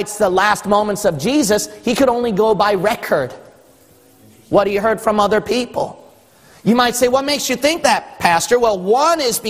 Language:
English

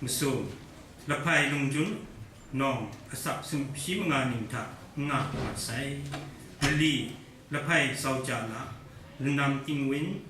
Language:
Kachin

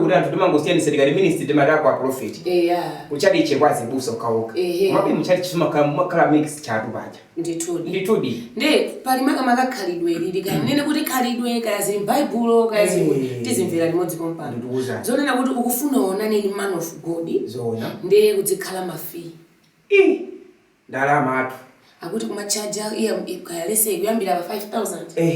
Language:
Nyanja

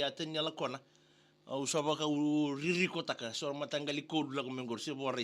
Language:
Fijian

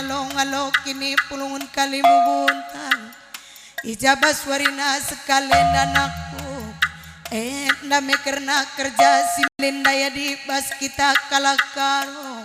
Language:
Batak Karo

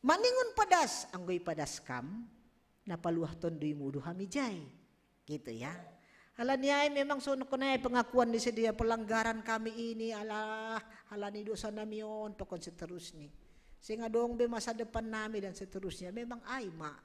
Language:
Batak Simalungun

